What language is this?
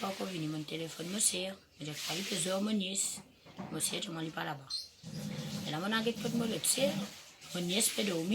Morisyen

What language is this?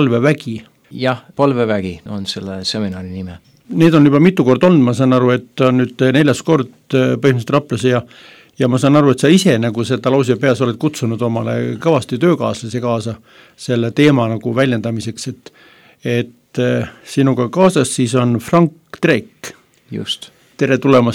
Estonian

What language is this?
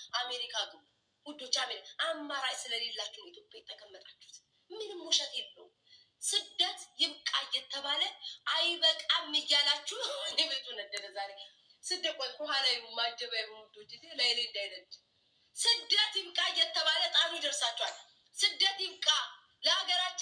Amharic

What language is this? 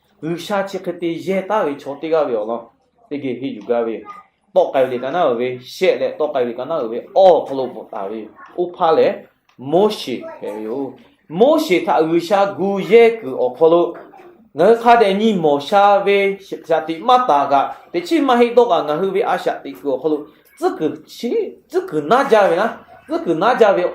Lahu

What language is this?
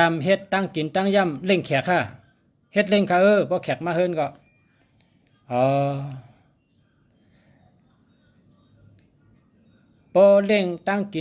Shan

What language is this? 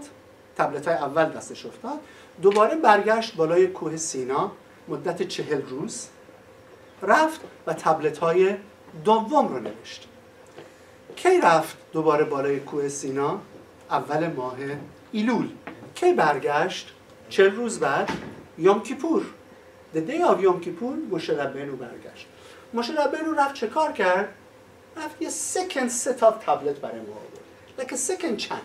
Persian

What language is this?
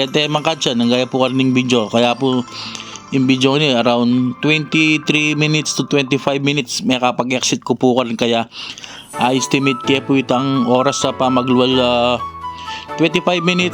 Pampanga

